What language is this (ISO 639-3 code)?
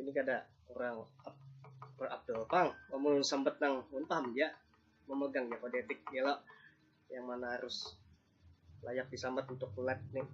bjn